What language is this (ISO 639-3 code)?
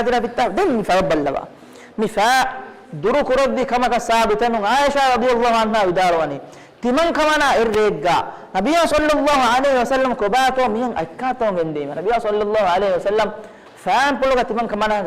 div